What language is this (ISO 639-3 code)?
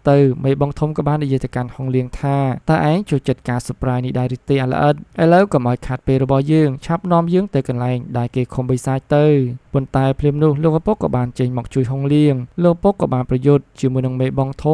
khm